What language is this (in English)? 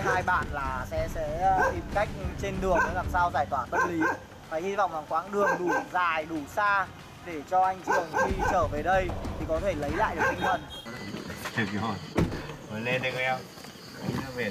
Vietnamese